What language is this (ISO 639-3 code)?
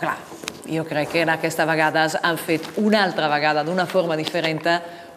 cat